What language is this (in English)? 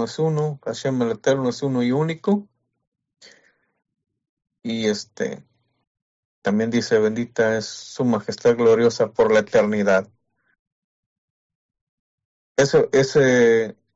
Spanish